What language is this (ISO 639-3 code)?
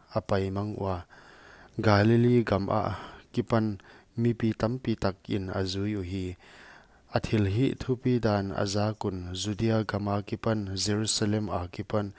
pck